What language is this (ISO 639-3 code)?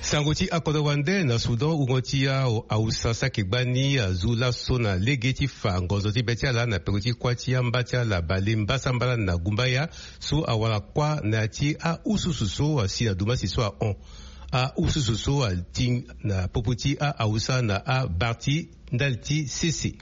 sag